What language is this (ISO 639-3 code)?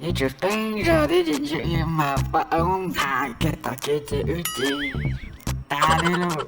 hmn